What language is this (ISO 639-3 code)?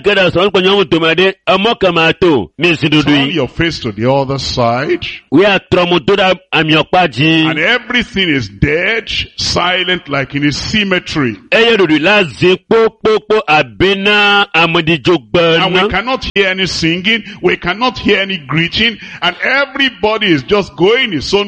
ewe